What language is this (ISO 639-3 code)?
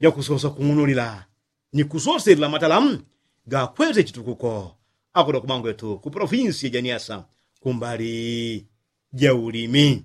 yao